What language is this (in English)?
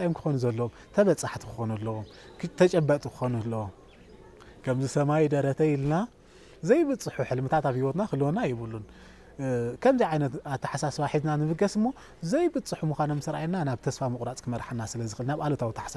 Tigrinya